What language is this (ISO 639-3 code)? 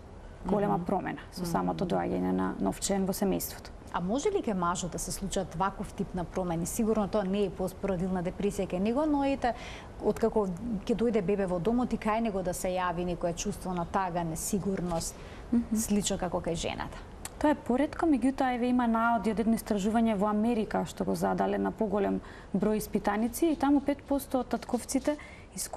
mkd